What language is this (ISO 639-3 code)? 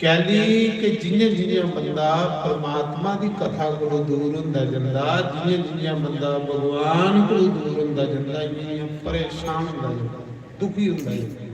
doi